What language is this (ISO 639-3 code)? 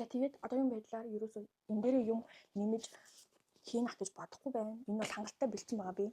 mon